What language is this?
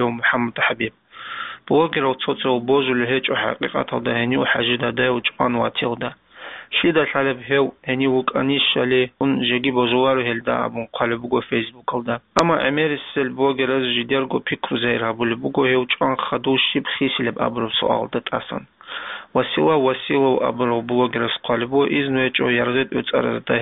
Avaric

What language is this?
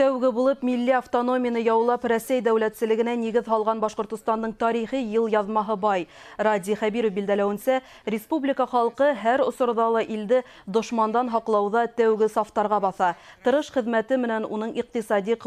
Bashkir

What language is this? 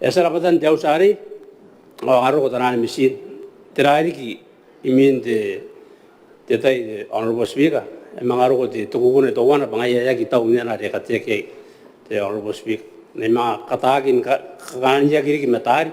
Gilbertese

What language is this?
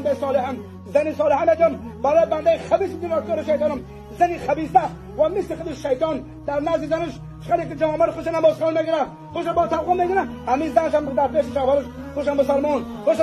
Tajik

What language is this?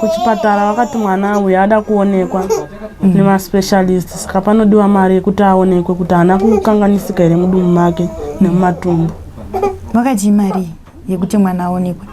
Shona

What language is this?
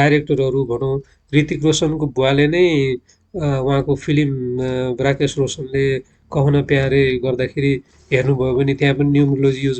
Nepali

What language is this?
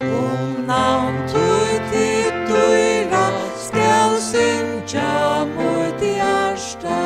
Faroese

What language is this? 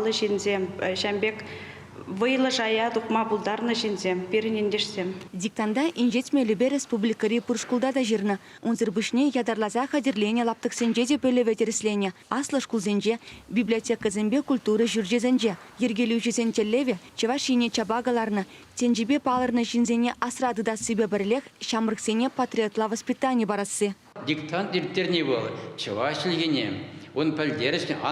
Chuvash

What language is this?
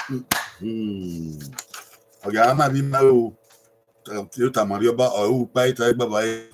Bini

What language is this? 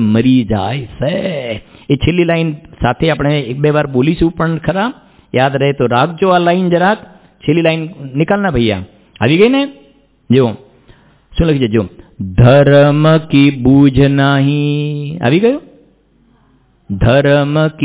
Gujarati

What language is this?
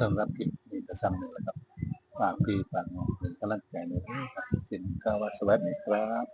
Northeastern Thai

